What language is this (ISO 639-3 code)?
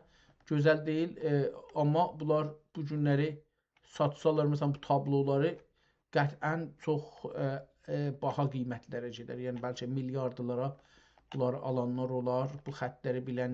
azb